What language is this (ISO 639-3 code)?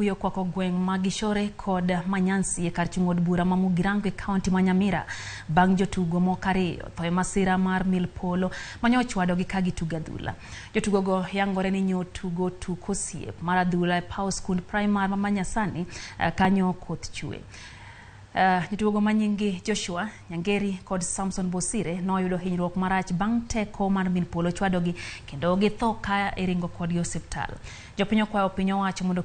luo